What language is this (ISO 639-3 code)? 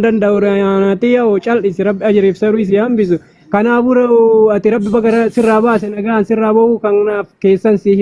orm